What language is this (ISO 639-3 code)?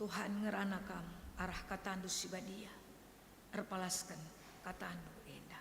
btx